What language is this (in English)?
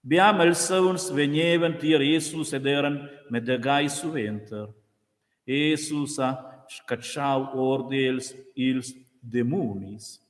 Romansh